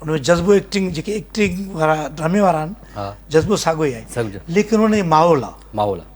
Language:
Sindhi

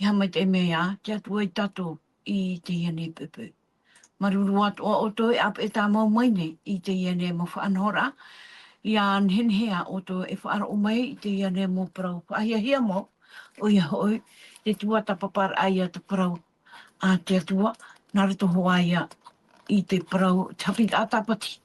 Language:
Tahitian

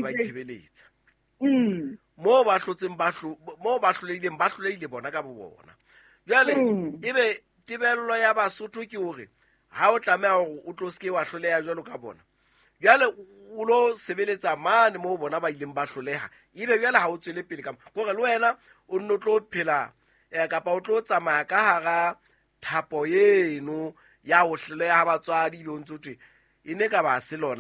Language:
Southern Sotho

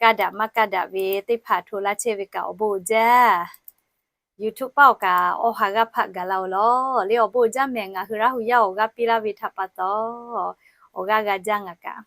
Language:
Lahu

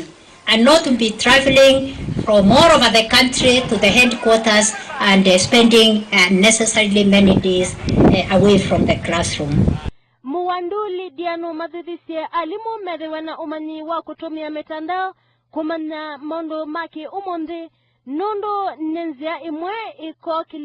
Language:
Kamba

